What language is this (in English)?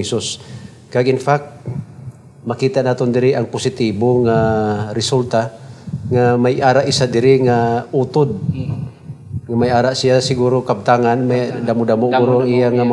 Hiligaynon